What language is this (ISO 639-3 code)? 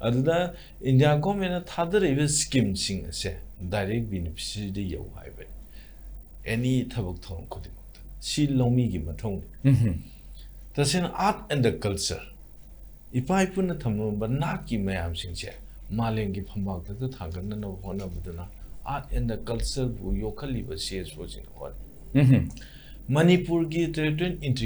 mni